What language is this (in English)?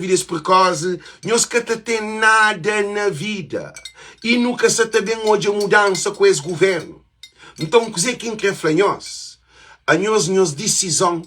Kabuverdianu